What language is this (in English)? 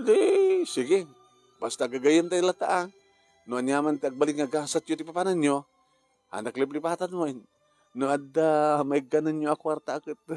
Iloko